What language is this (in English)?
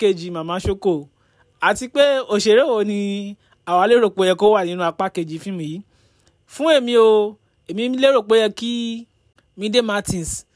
Yoruba